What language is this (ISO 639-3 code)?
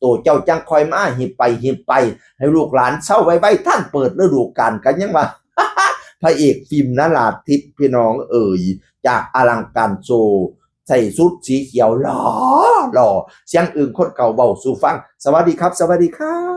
tts